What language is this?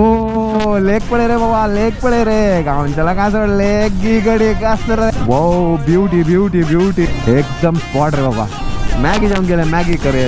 Konkani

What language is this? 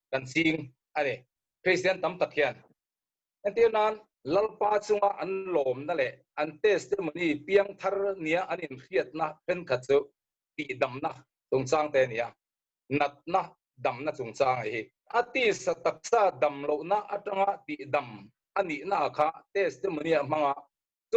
Mizo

